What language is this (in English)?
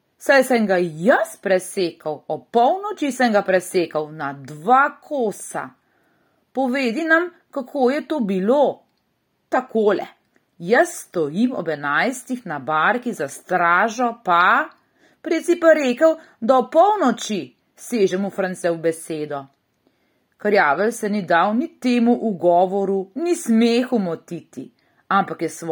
Slovenian